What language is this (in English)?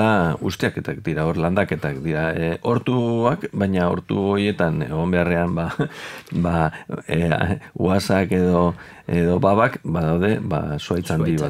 Basque